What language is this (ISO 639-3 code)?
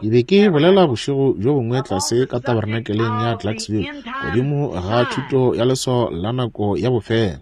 nso